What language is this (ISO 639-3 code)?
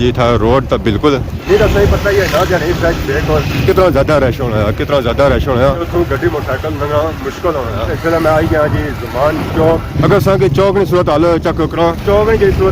phr